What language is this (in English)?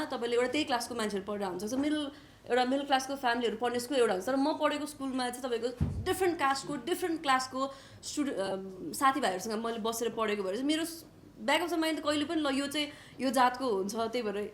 Nepali